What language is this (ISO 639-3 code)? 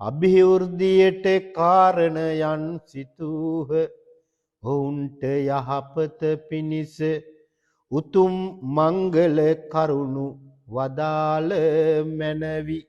sin